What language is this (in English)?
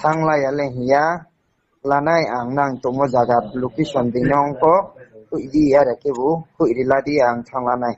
Riang (India)